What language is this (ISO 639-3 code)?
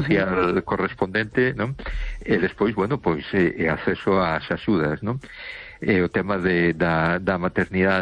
glg